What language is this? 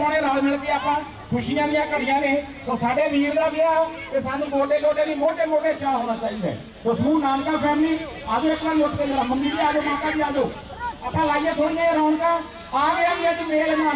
Punjabi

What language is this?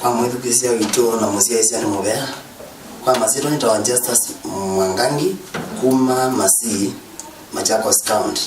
Kamba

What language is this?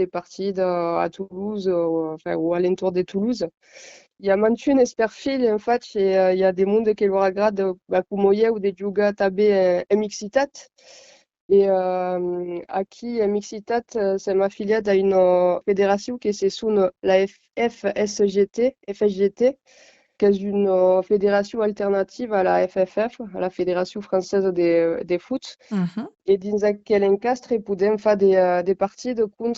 Occitan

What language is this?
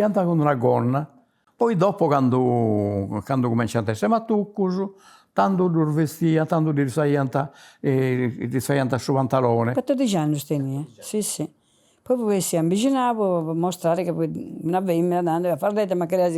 Sardinian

